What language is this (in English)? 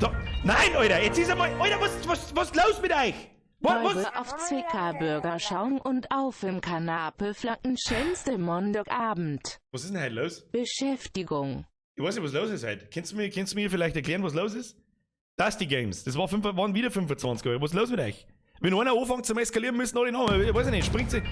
Bavarian